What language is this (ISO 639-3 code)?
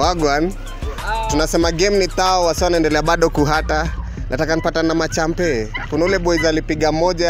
swa